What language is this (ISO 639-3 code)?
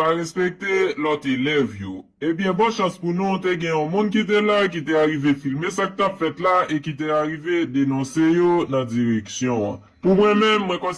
hat